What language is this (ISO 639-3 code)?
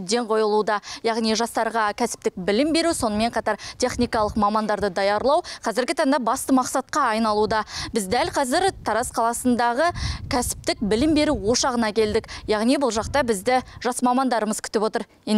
kaz